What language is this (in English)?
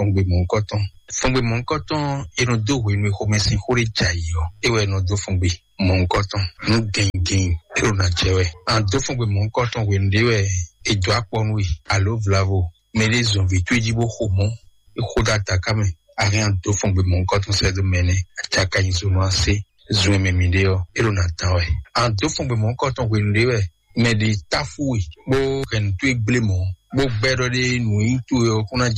Fon